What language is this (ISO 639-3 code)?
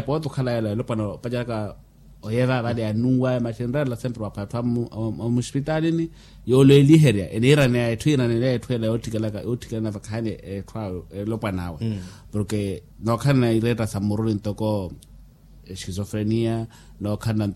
vmw